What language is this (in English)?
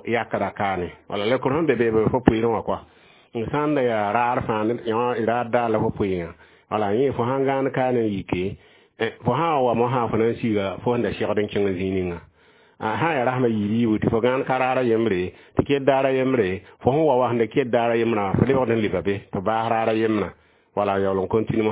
Mossi